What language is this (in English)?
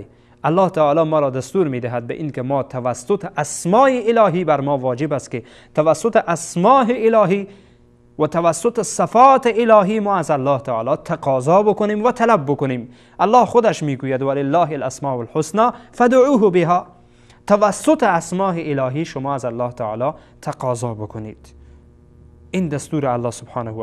Persian